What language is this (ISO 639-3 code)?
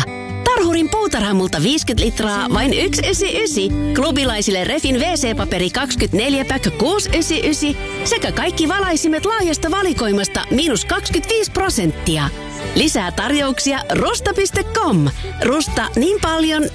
fin